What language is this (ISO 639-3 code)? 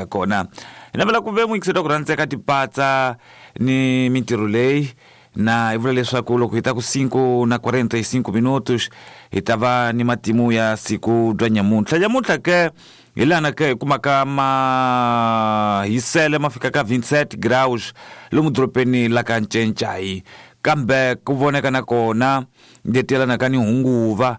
tso